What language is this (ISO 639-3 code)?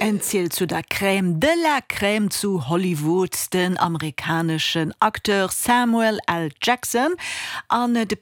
ltz